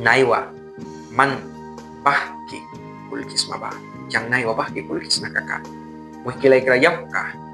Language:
Mískito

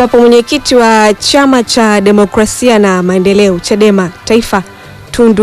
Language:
Swahili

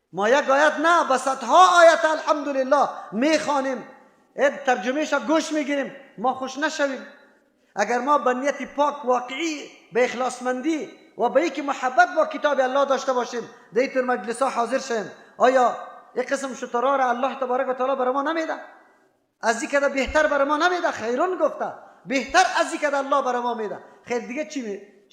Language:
Persian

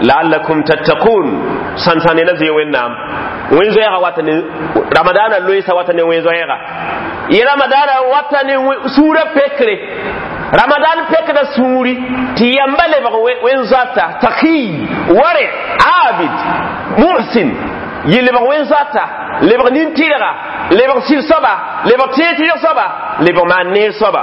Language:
Mossi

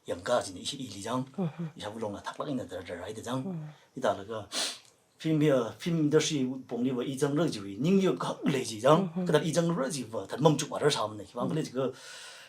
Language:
Tangkhul Naga (India)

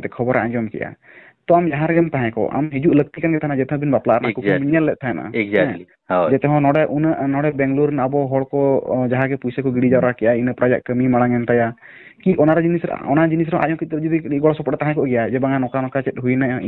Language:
Santali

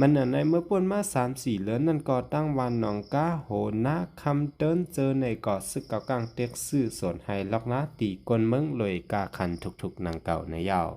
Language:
Shan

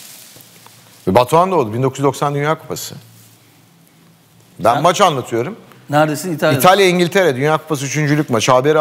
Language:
Turkish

